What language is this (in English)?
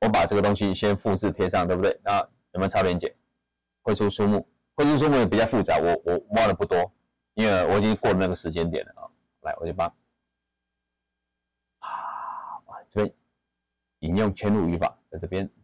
Chinese